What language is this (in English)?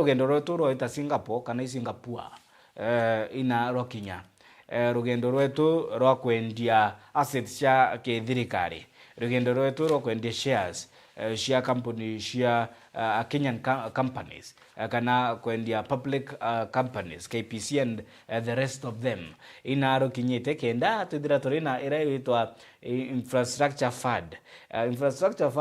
Meru